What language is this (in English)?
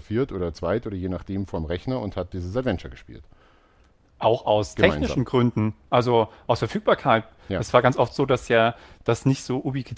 German